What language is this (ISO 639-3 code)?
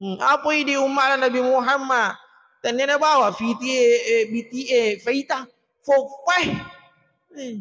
bug